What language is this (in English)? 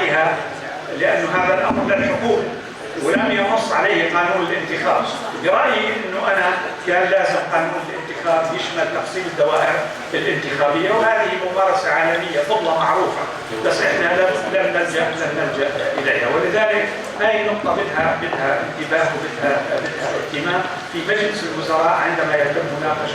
North Levantine Arabic